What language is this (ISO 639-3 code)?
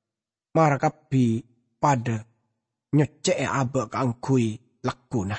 mad